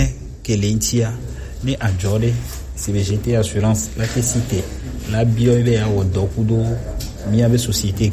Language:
Gen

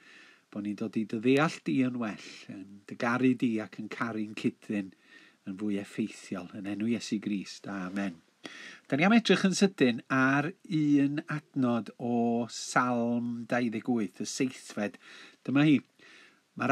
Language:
Welsh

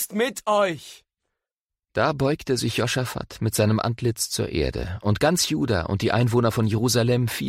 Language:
German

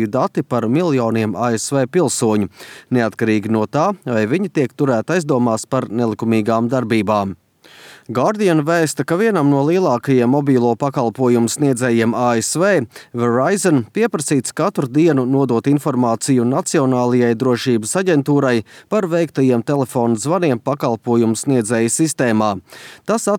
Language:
Latvian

